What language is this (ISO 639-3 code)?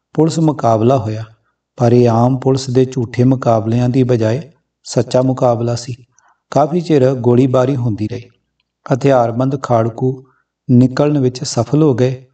pan